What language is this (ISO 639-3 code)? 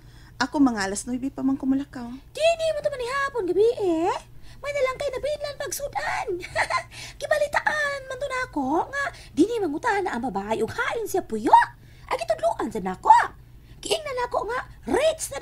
ceb